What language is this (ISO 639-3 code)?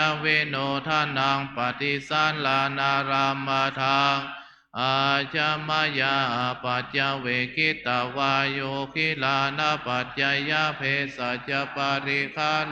pli